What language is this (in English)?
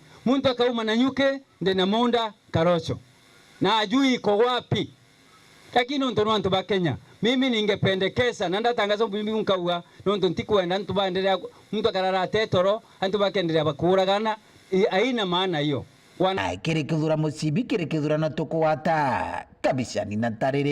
Meru